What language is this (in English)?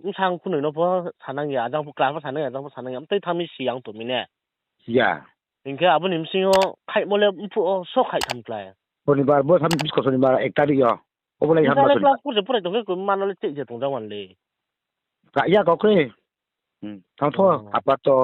Riang (India)